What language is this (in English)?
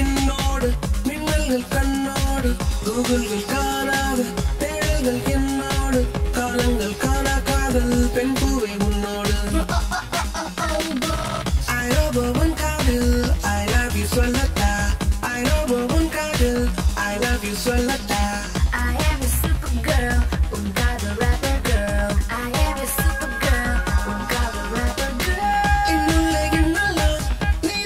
Tamil